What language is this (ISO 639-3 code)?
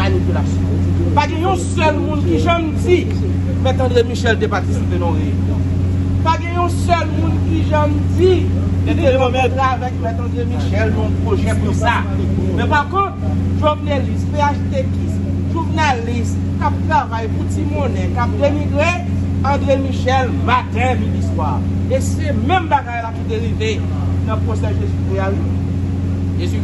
hat